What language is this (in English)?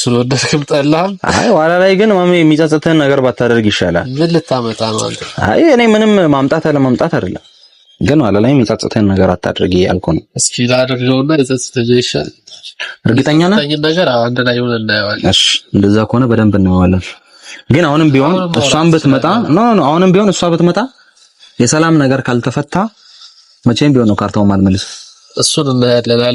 Amharic